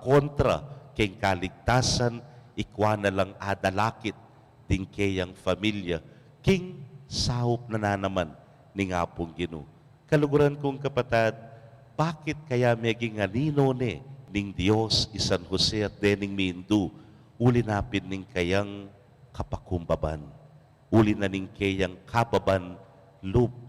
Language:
Pampanga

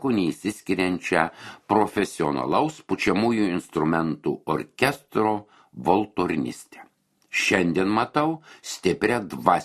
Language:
Lithuanian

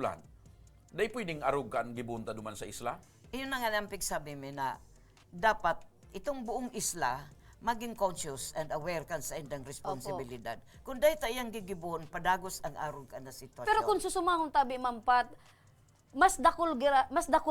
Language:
Bikol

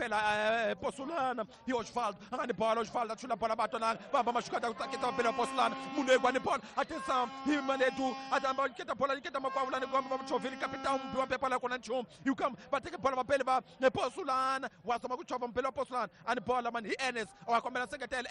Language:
Tsonga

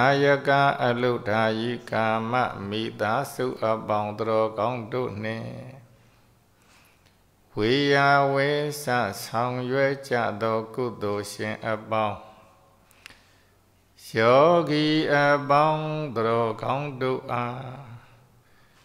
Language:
Burmese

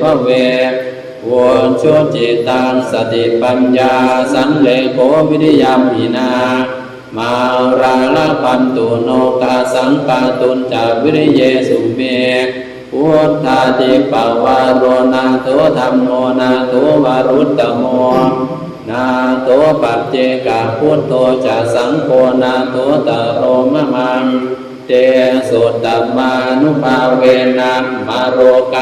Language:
Pali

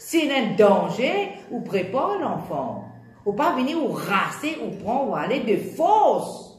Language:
Morisyen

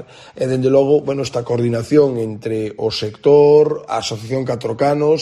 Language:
Galician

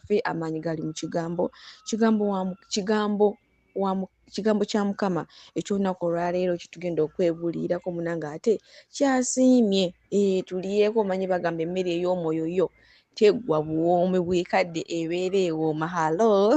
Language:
Ganda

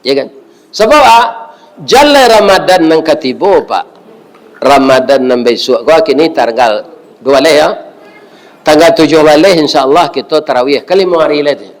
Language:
Minangkabau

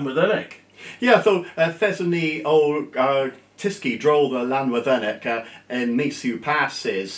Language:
Cornish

